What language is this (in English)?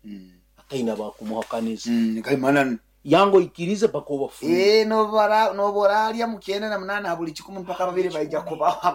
Nyoro